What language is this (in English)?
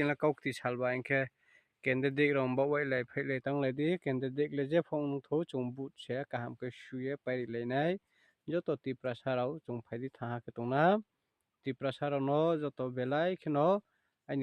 Riang (India)